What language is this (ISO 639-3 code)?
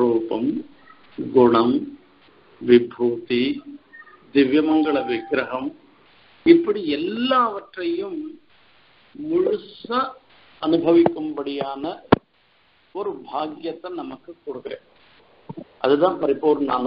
tam